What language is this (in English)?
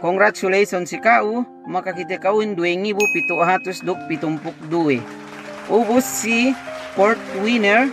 Yakan